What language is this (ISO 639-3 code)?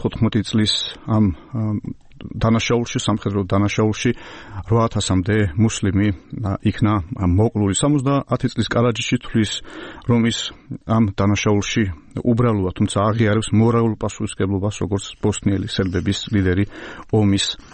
kat